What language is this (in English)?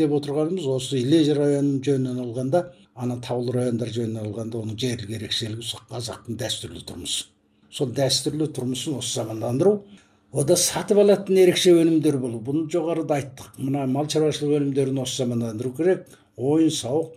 Kazakh